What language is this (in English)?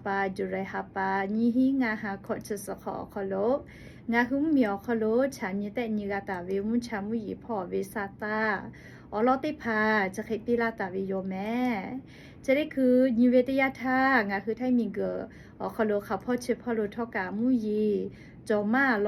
Lahu